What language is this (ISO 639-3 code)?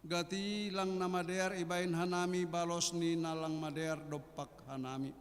bts